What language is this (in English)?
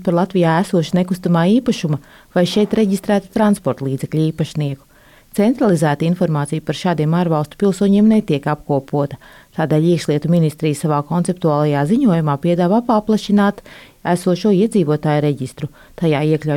Latvian